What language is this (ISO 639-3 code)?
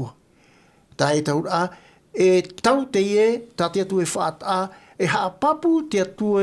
tah